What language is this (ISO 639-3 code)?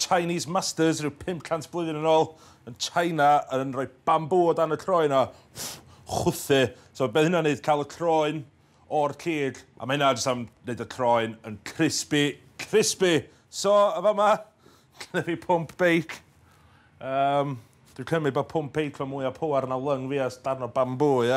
cym